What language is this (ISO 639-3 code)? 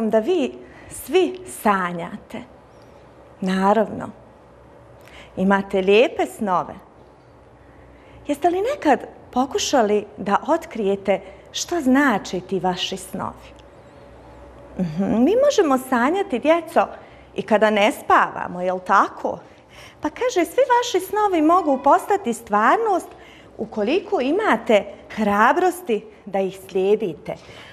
bos